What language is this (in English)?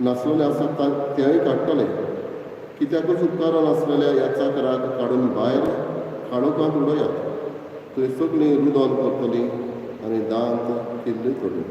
Konkani